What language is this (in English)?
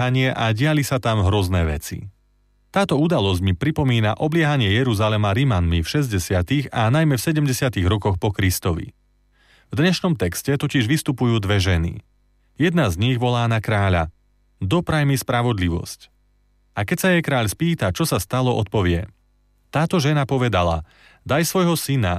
Slovak